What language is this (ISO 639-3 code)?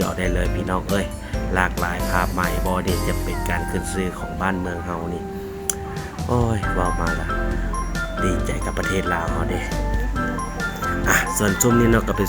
lao